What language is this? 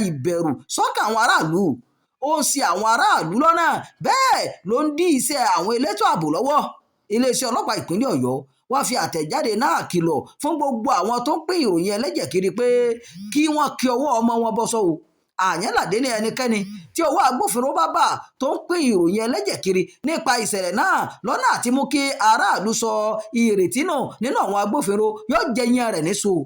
Yoruba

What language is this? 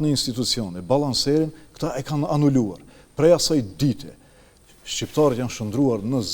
Albanian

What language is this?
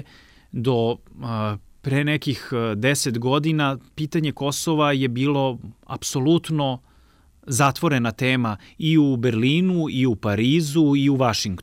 Serbian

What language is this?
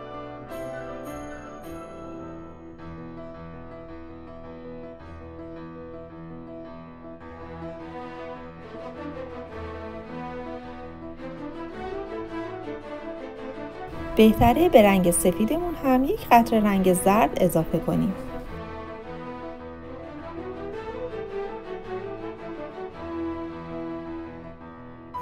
Persian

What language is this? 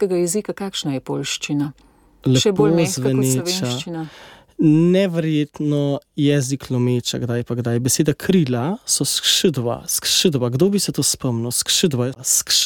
Slovenian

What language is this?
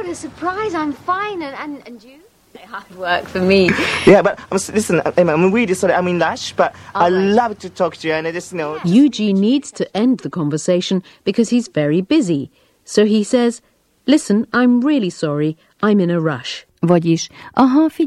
Hungarian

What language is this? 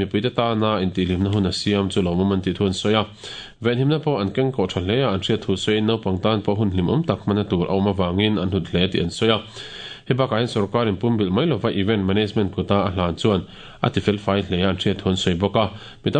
Mizo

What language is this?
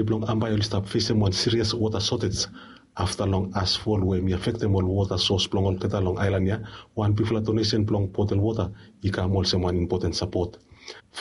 Bislama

